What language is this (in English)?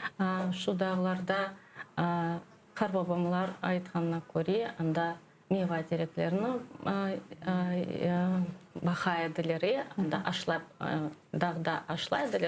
Crimean Tatar